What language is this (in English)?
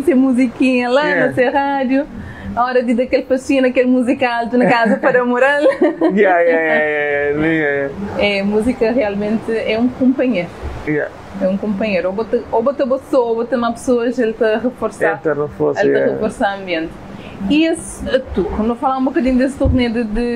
Kabuverdianu